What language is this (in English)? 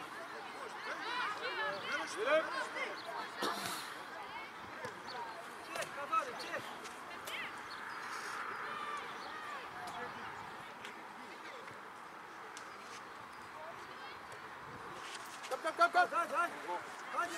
Danish